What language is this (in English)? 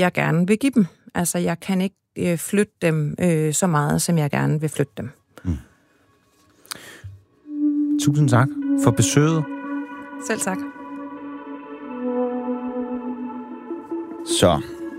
Danish